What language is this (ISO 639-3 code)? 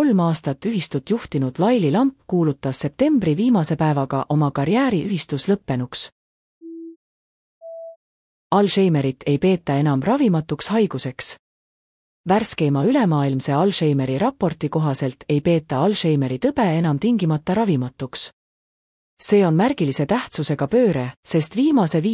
est